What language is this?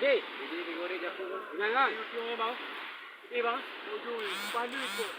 Achinese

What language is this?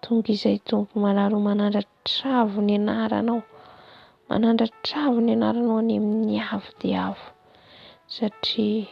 Malagasy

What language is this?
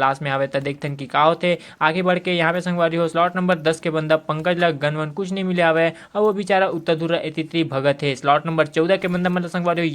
Chhattisgarhi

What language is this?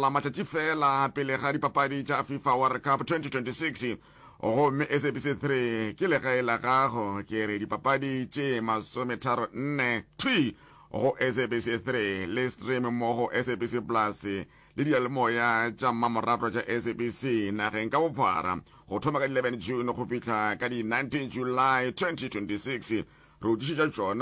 Northern Sotho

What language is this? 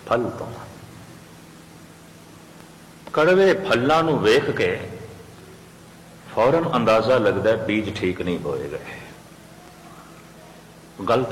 Punjabi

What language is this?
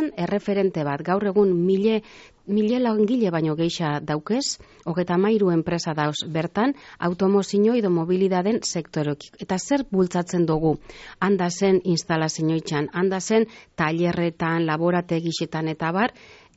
Basque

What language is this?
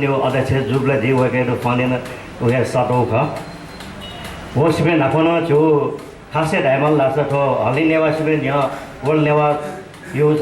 Newari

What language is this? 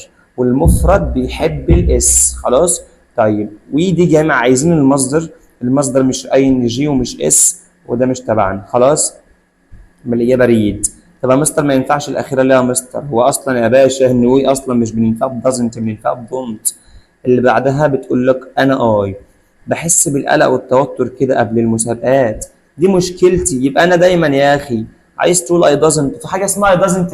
Egyptian Arabic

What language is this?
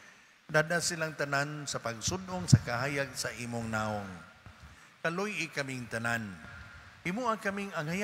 Cebuano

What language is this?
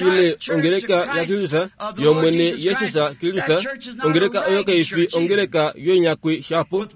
Kuanyama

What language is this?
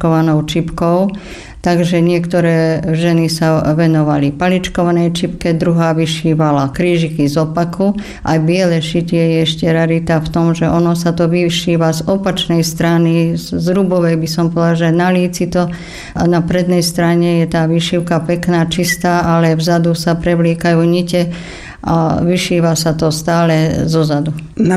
Slovak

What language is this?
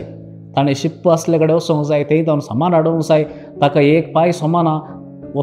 Konkani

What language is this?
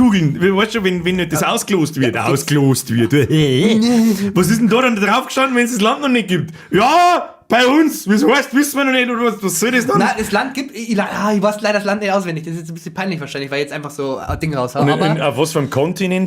Bavarian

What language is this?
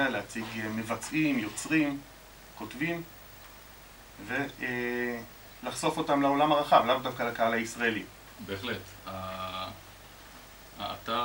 Hebrew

